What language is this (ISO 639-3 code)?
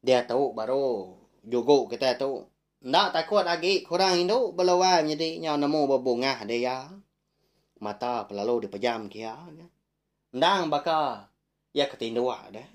iba